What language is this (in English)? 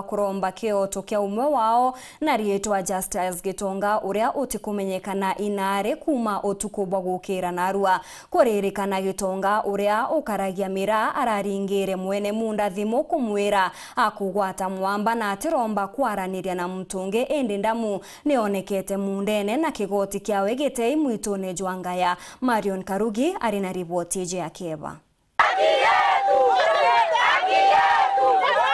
Meru